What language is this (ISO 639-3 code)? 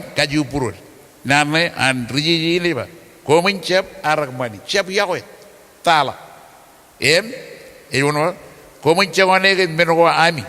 mah